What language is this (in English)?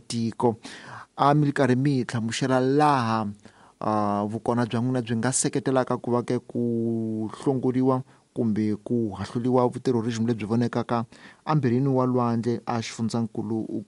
Tsonga